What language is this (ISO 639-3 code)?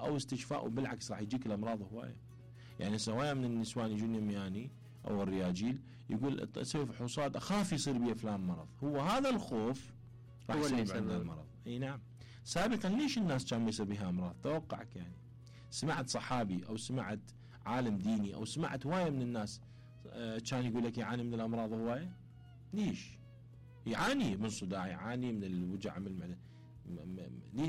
acm